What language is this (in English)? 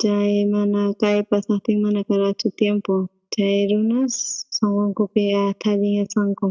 South Bolivian Quechua